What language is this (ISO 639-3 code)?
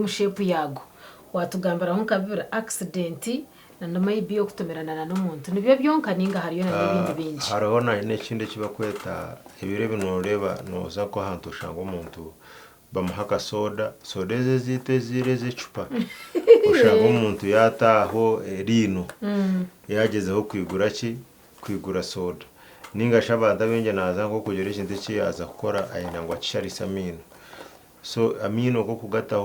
nyn